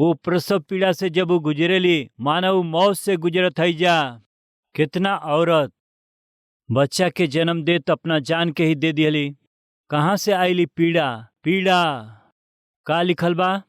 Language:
Bhojpuri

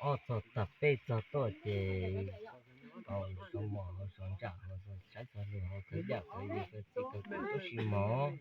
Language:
Hmong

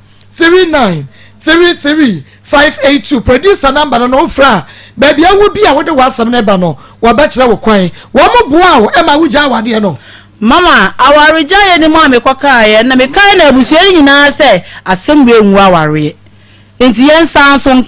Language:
Akan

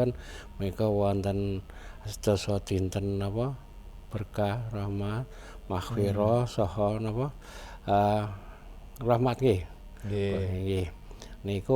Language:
Javanese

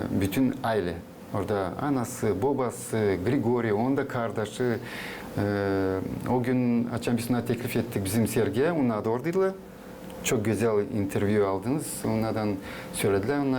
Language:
Gagauz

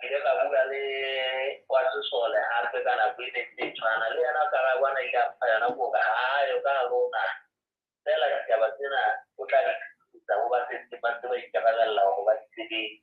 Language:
Southern Sotho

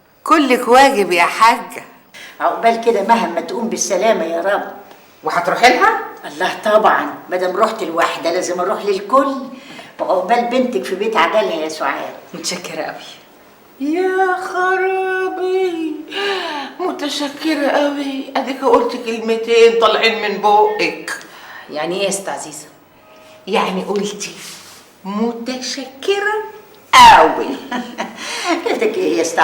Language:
Egyptian Arabic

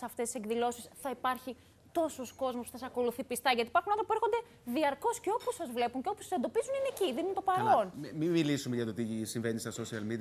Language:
Greek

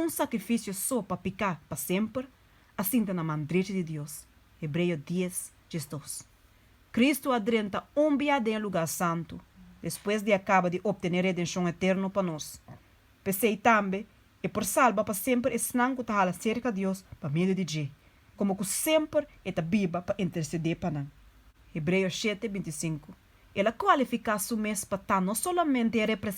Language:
Papiamento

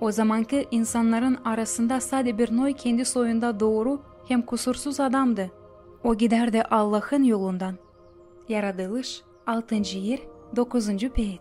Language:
Gagauz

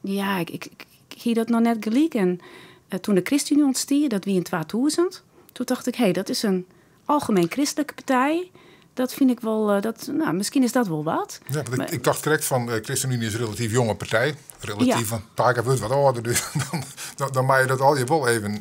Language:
Western Frisian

